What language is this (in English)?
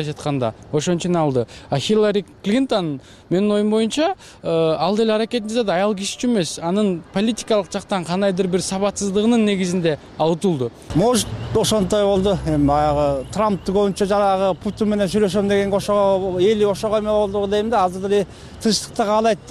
Kyrgyz